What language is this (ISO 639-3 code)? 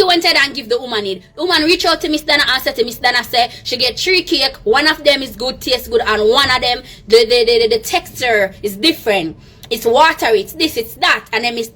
jam